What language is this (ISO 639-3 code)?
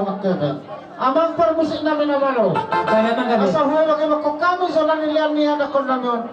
bbc